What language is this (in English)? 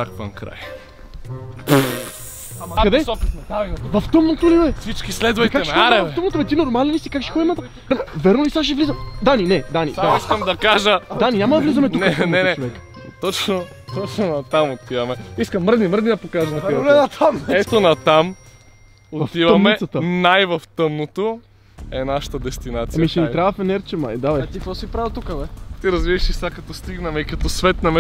Bulgarian